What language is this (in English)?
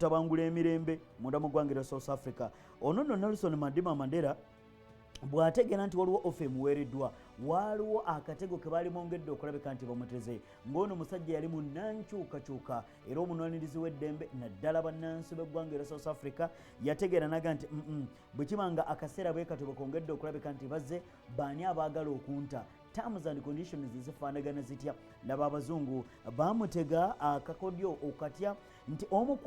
Ganda